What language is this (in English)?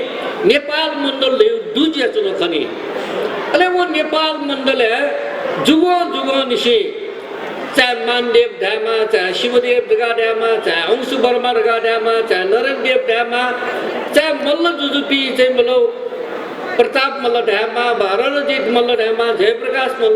Newari